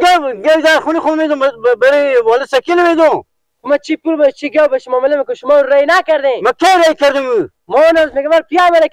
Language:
Persian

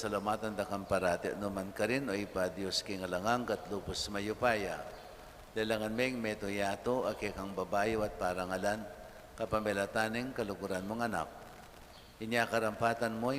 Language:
Pampanga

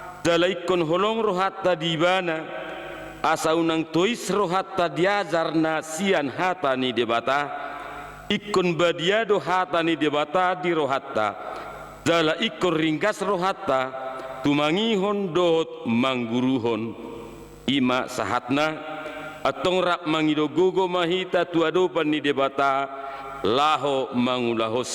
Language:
Batak Toba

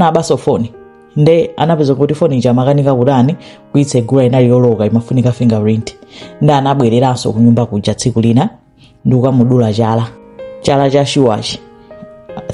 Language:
Nyanja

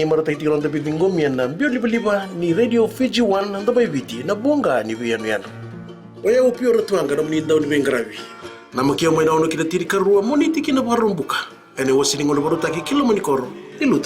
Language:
Fijian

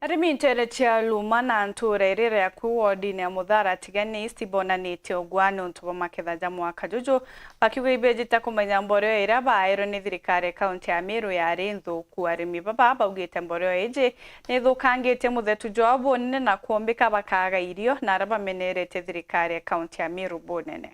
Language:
Meru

